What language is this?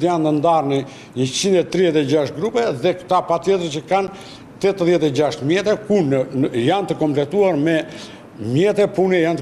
Albanian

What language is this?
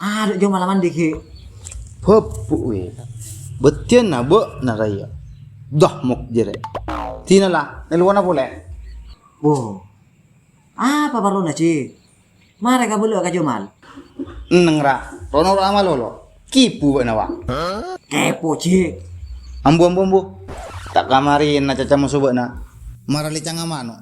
Madurese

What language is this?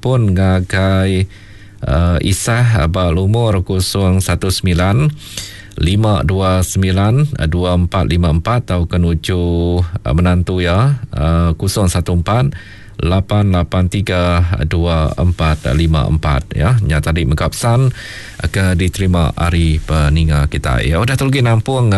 Iban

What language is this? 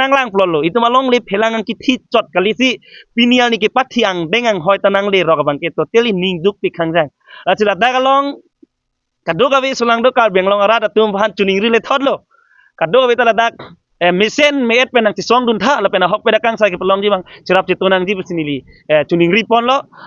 Karbi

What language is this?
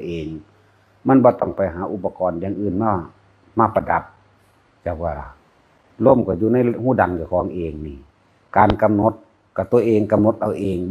Northeastern Thai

